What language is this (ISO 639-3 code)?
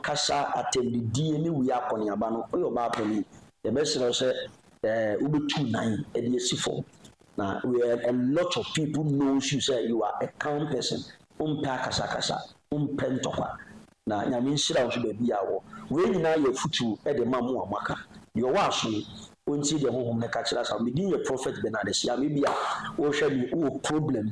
aka